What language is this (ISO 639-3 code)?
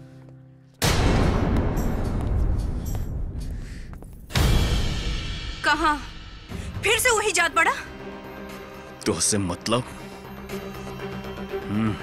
bho